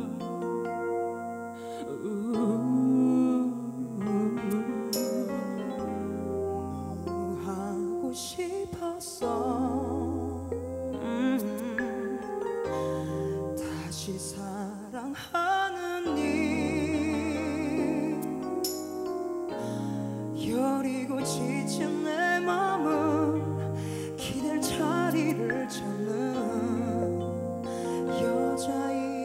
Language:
Korean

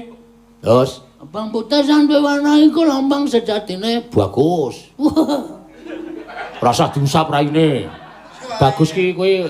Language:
Javanese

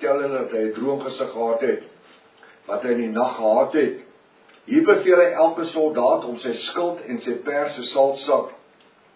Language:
Afrikaans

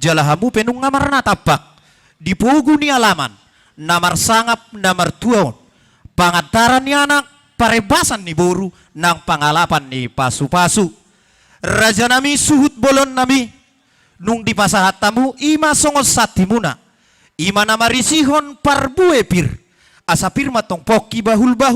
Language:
Batak Toba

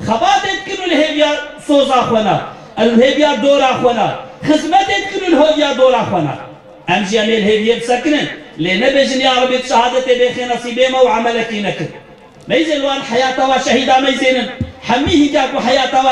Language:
Kurdish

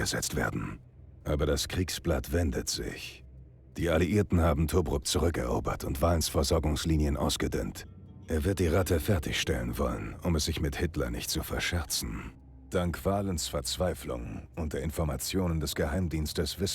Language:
Bavarian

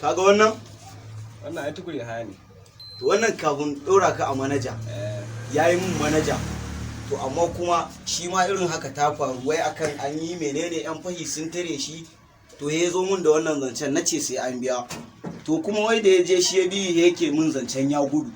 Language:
Hausa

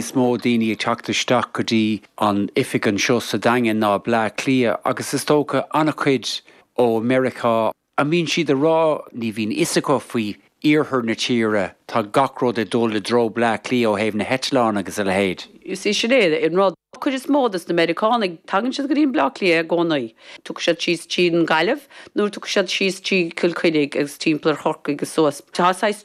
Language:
Irish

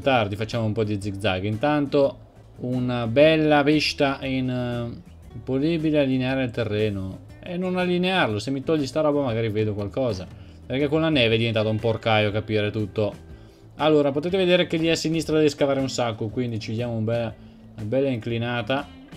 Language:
Italian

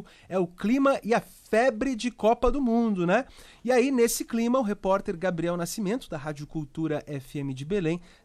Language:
Portuguese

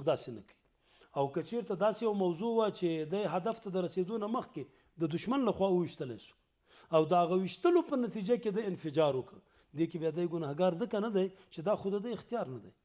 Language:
Pashto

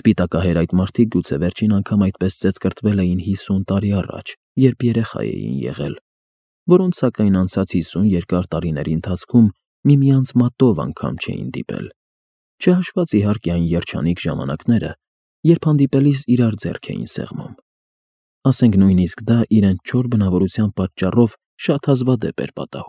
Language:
Armenian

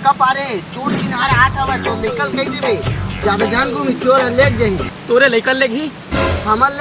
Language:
Chhattisgarhi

